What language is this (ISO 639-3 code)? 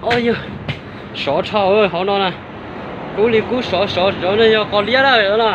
hmn